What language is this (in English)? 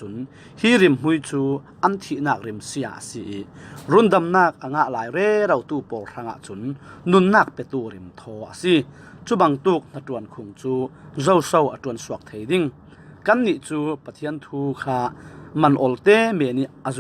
Falam Chin